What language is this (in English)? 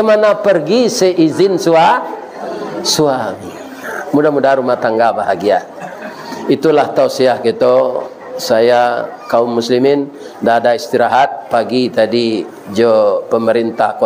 Minangkabau